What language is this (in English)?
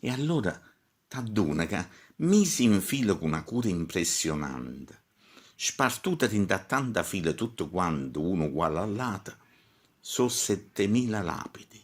Neapolitan